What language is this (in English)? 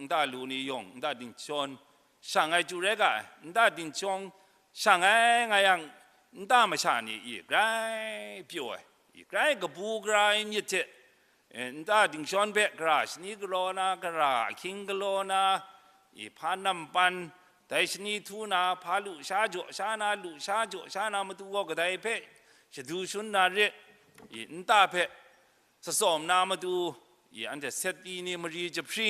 Kachin